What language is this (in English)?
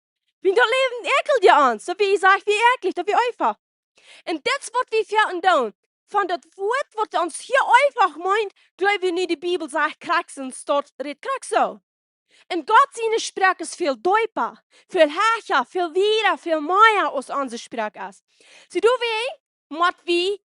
Plautdietsch